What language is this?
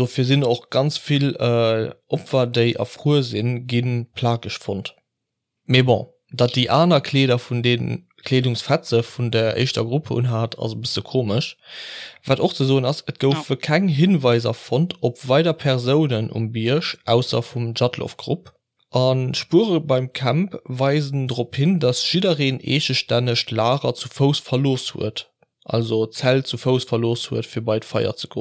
Luxembourgish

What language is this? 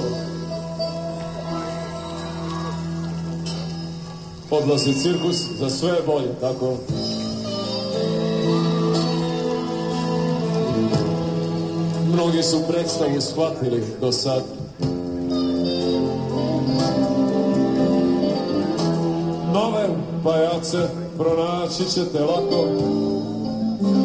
Serbian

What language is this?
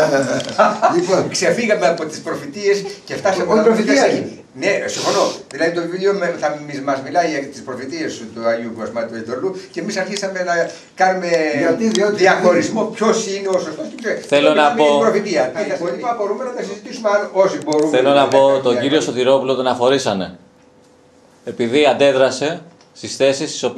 Greek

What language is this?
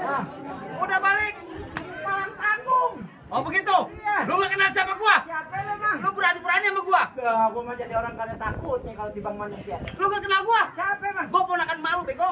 Betawi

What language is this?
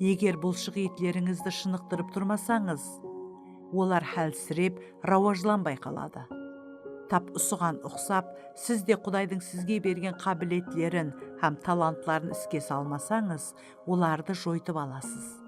Kara-Kalpak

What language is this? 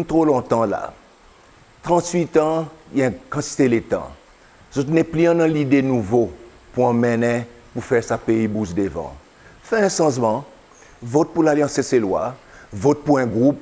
Seselwa Creole French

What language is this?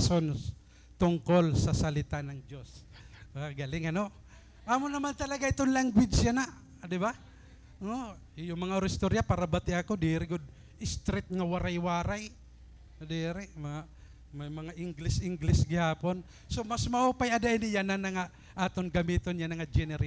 Waray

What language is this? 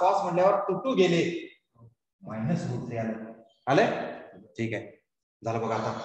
Marathi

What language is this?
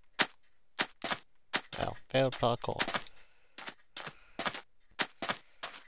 English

